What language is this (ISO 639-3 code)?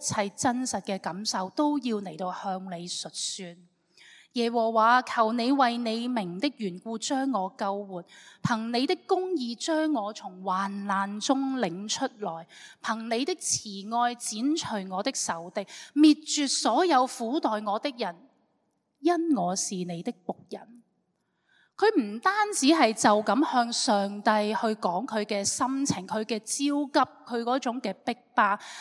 yue